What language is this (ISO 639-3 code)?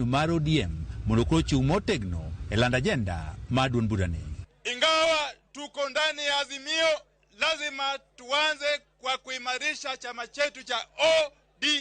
luo